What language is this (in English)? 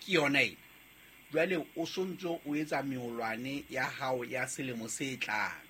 Southern Sotho